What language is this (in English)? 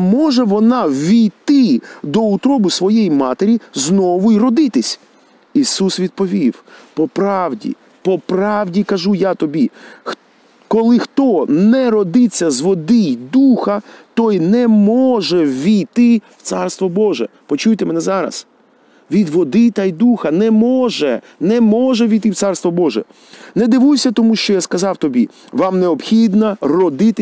Ukrainian